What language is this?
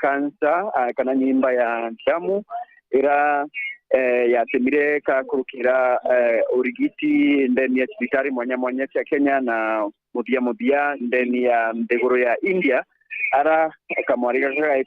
Meru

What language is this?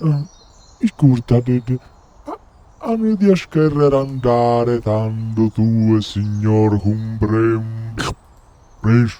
Sardinian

